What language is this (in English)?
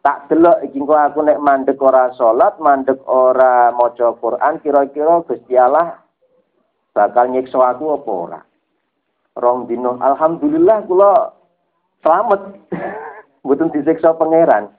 Javanese